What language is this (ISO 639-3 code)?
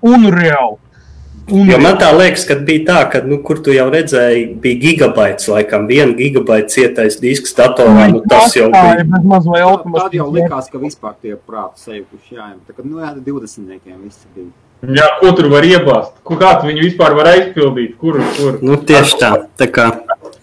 lav